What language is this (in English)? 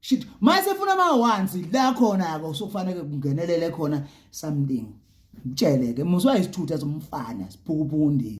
Zulu